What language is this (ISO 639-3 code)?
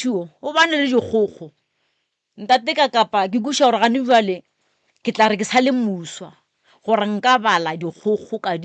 nso